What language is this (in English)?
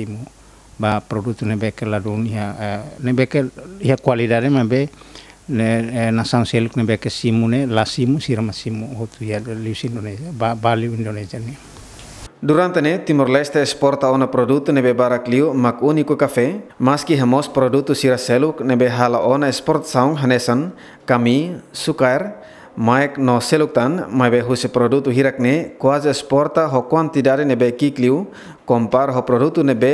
Tetum